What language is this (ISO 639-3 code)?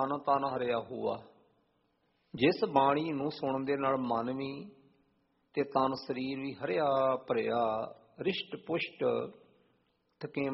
pan